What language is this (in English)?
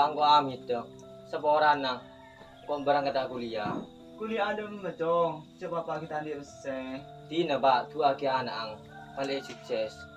Madurese